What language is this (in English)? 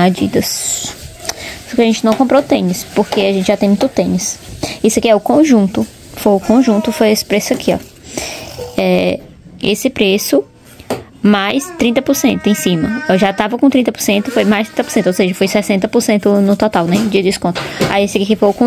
Portuguese